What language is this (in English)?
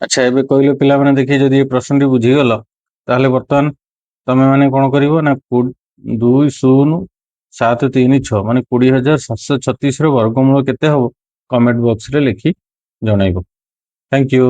Odia